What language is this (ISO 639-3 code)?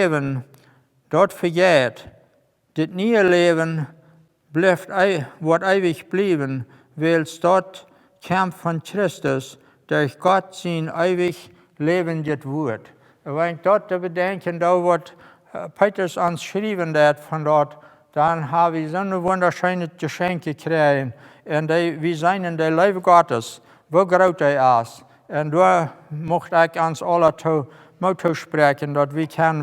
pdt